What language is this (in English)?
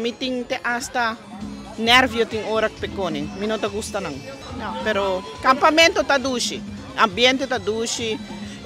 Papiamento